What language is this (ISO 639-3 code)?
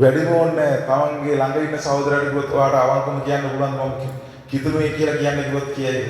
sin